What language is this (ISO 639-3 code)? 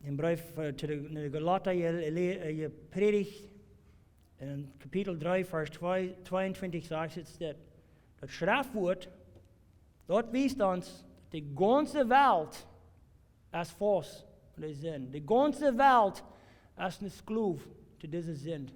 pdt